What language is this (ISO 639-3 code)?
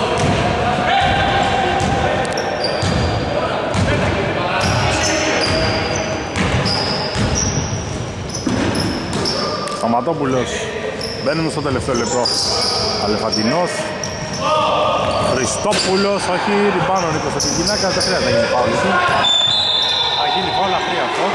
ell